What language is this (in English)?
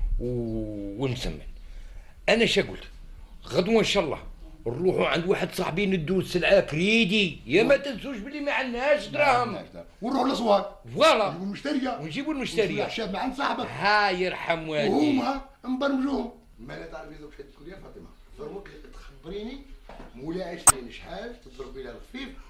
Algerian Arabic